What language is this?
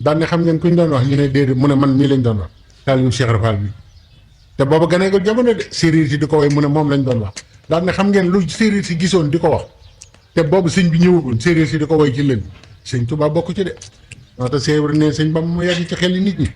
Wolof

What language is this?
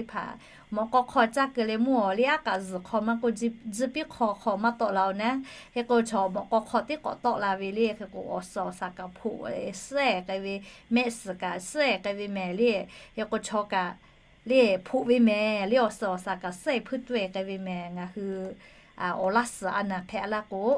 Lahu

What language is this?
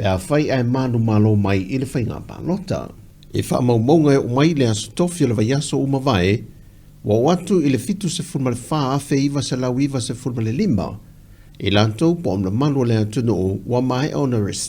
Samoan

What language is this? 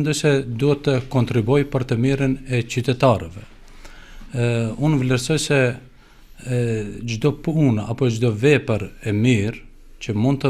Albanian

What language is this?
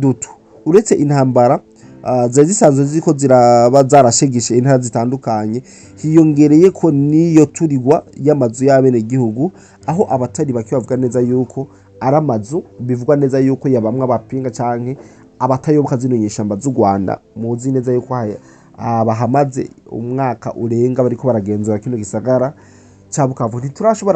Rundi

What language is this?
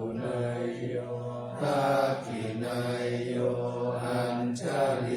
Pali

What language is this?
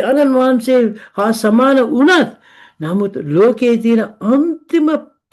Sinhala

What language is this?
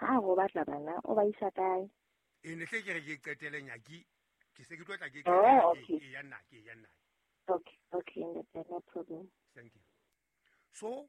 Southern Sotho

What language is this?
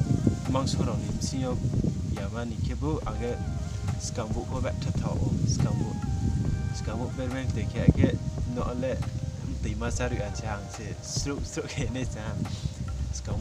Riang (India)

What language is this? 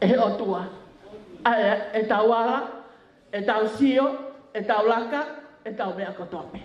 Tongan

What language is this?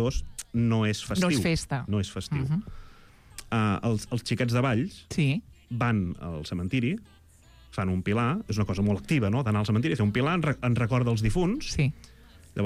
Catalan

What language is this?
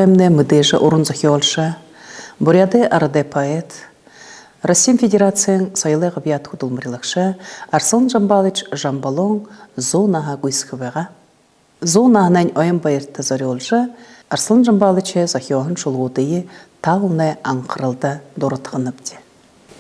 Buriat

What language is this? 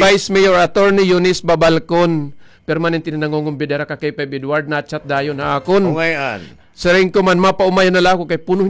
Waray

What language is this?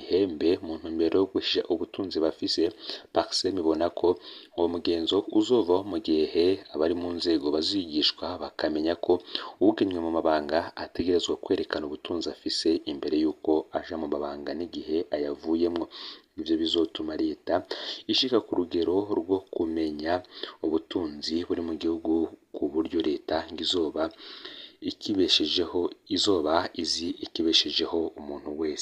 Rundi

